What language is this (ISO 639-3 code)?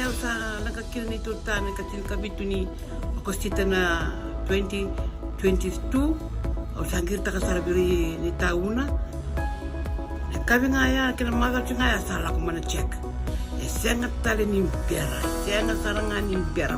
fij